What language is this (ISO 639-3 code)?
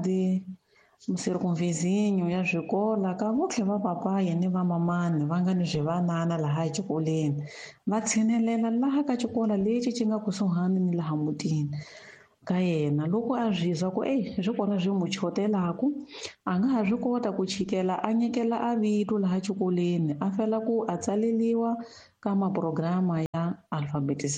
tso